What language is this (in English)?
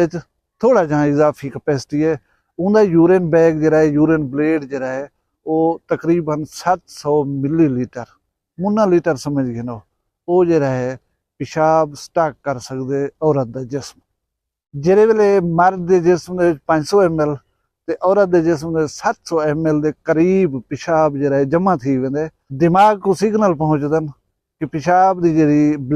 Saraiki